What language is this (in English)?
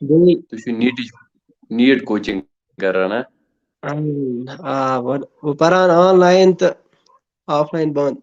Kashmiri